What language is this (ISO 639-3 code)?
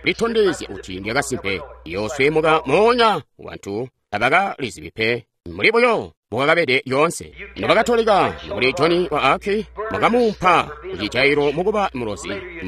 toi